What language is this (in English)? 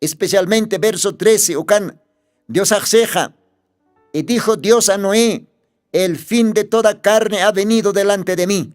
Aymara